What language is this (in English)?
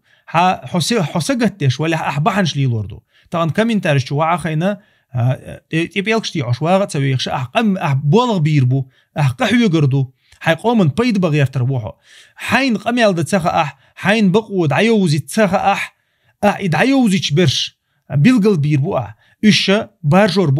Chechen